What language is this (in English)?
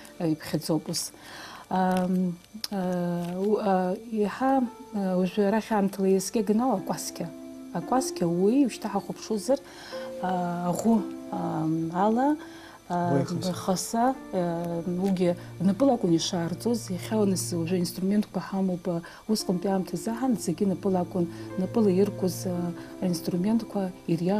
Abkhazian